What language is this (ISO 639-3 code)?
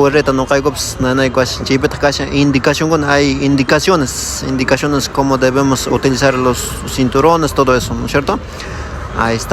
que